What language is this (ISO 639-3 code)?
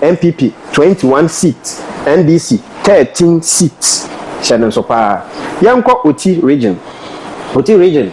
aka